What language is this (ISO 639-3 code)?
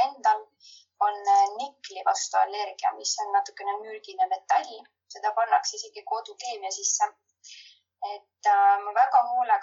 est